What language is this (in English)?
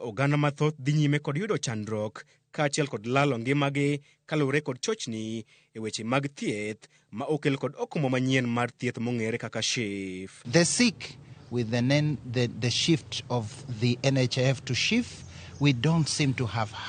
Luo (Kenya and Tanzania)